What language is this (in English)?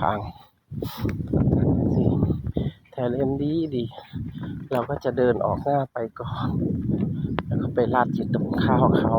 Northeastern Thai